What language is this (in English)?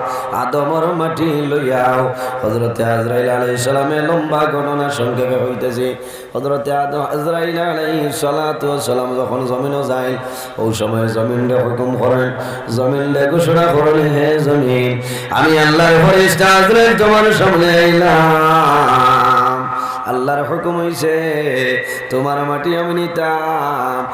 Sylheti